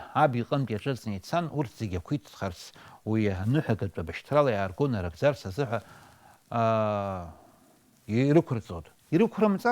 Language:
Abkhazian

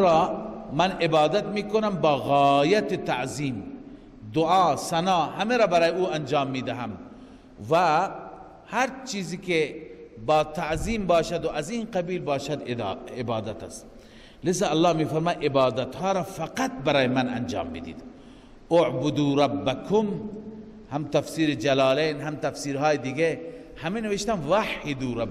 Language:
Persian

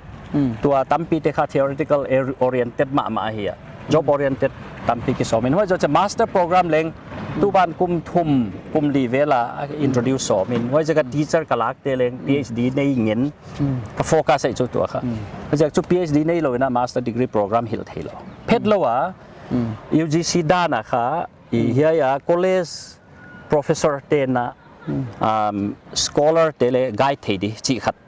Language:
Paite Chin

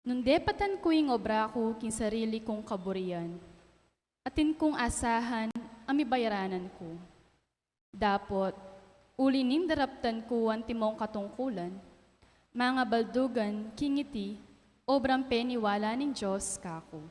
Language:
Pampanga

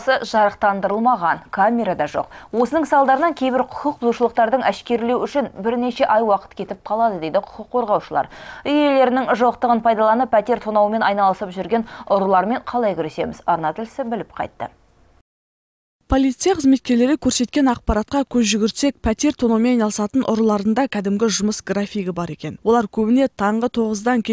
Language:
Kazakh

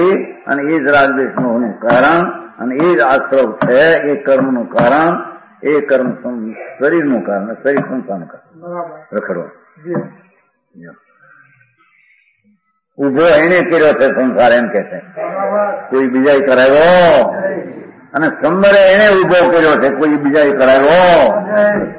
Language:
Gujarati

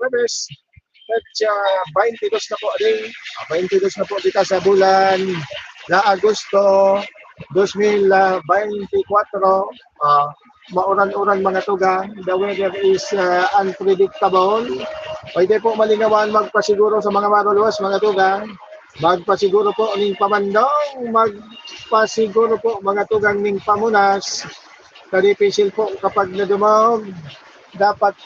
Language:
Bikol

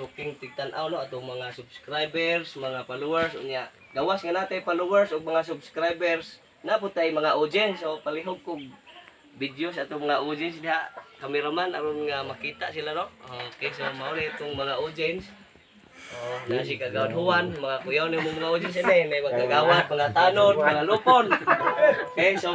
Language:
Cebuano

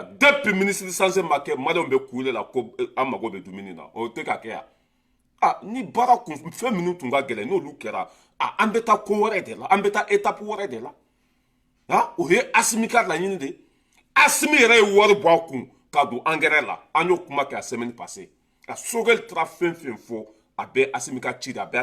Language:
Bambara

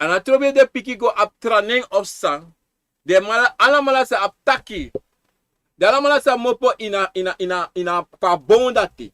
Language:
Sranan Tongo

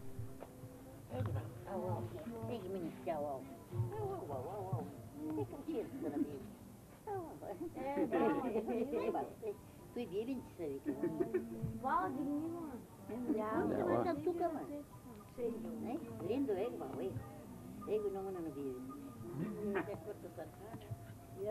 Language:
Bulgarian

